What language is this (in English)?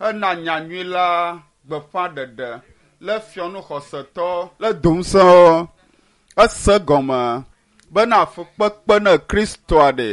Ewe